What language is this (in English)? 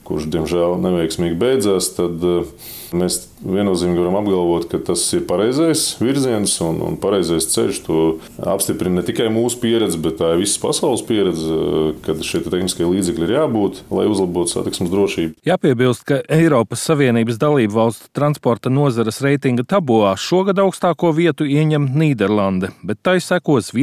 Latvian